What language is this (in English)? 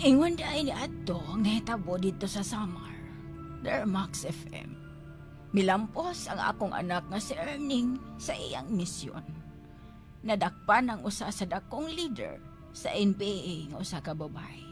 Cebuano